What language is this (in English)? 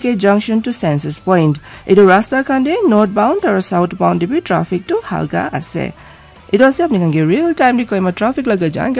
Hindi